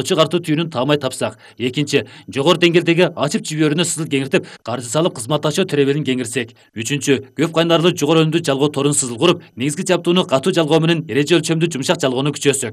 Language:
Kyrgyz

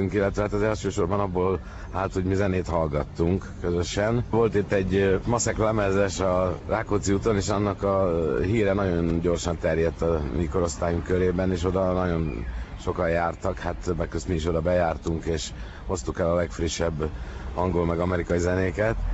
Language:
Hungarian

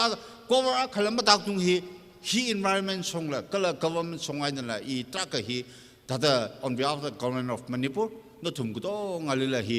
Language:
Tangkhul Naga (India)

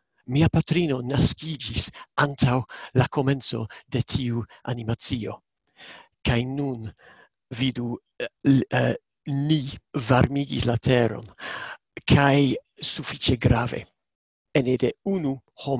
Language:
Esperanto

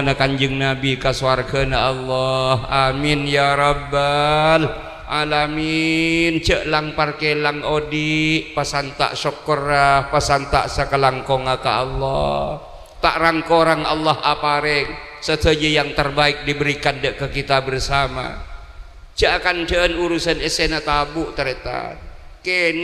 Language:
Madurese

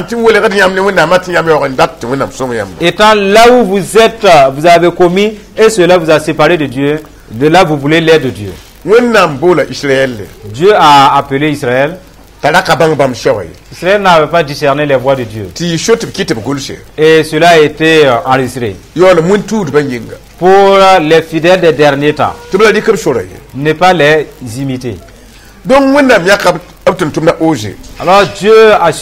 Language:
Mossi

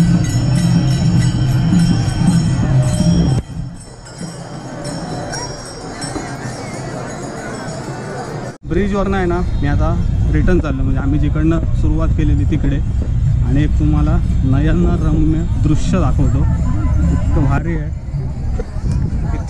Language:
Marathi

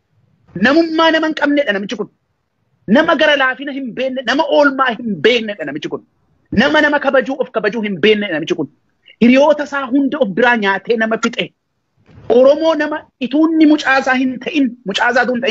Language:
Oromo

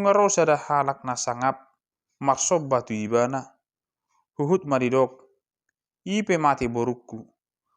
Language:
Batak Toba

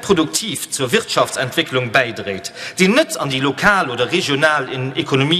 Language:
Luxembourgish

